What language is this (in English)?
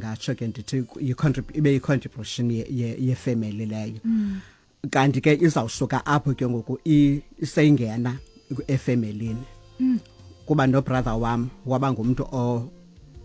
Xhosa